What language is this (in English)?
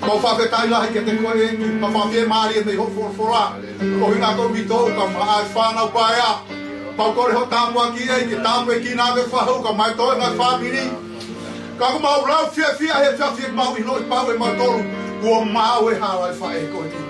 Tongan